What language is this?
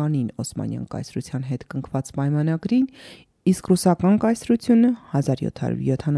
Armenian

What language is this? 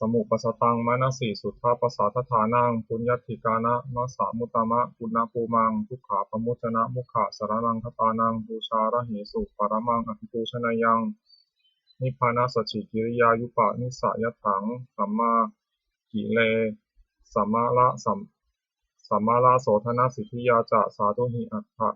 Pali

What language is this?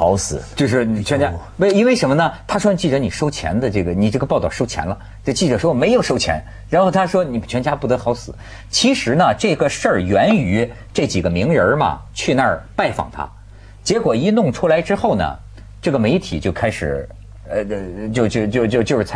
Chinese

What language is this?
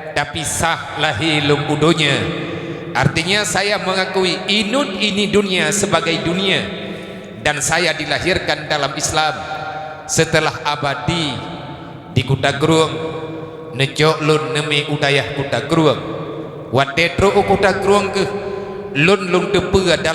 Achinese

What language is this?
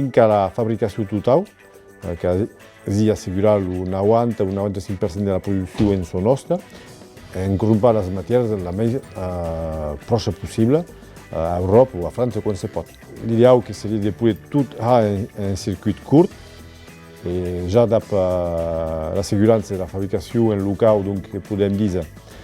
Occitan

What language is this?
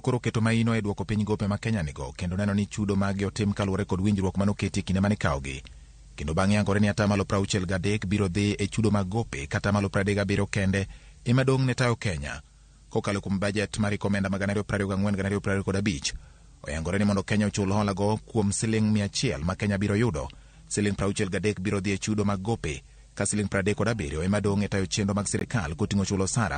Luo (Kenya and Tanzania)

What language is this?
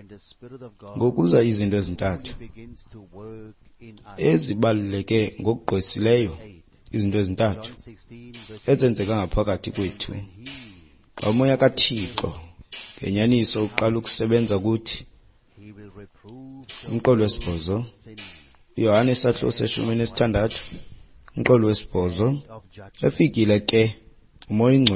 Xhosa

